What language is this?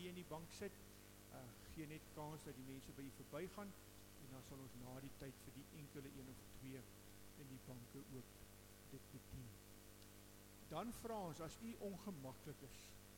Afrikaans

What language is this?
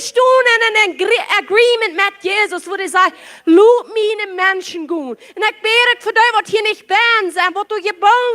Plautdietsch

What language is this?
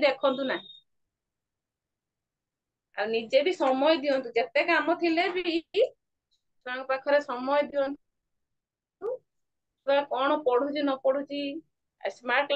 Odia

